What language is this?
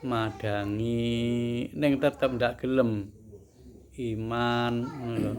Javanese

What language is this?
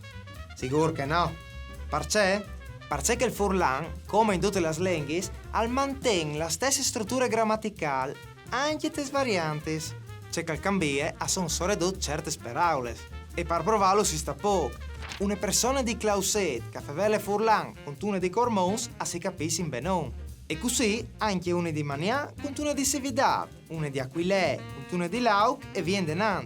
Friulian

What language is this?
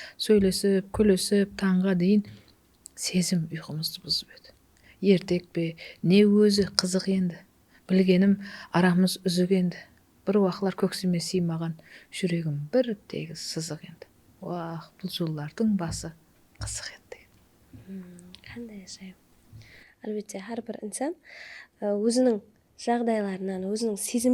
Kara-Kalpak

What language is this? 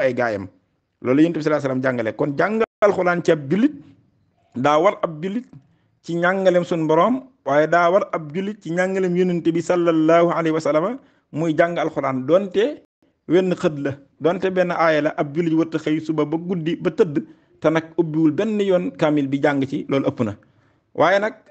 Wolof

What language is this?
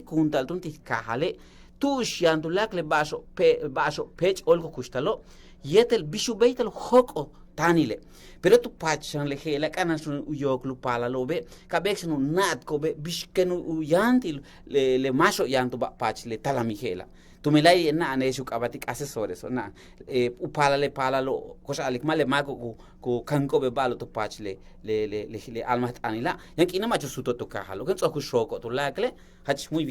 Yucateco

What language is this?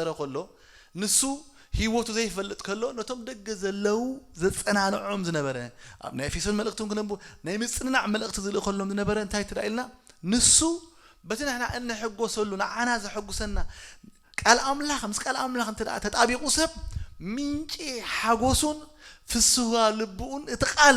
Tigrinya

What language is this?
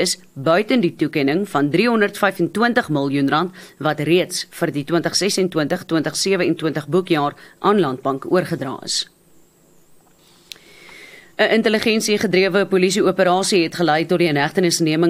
Afrikaans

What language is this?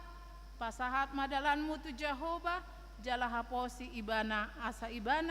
Batak Toba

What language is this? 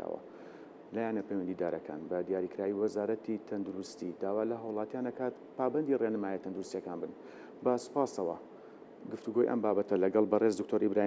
Central Kurdish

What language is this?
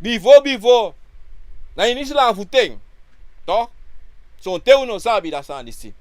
Sranan Tongo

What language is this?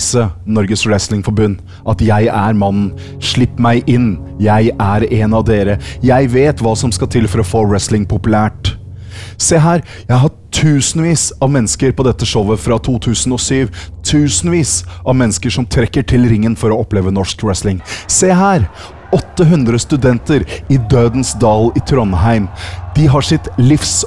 Norwegian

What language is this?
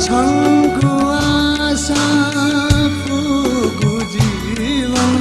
Newari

